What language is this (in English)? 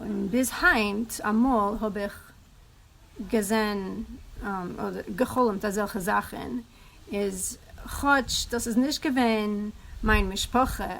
Yiddish